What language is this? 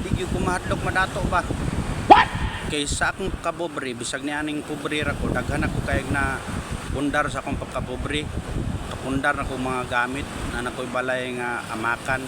Cebuano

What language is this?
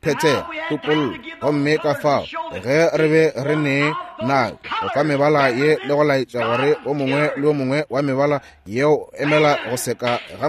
Northern Sotho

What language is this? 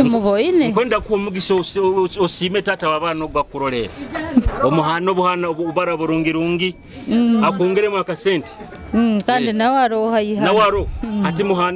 Nyoro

